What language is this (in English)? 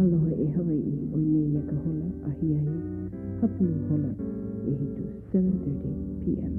Hawaiian